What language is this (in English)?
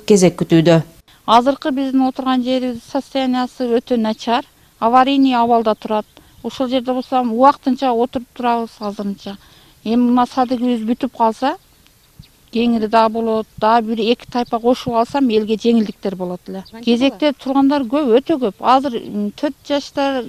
Kyrgyz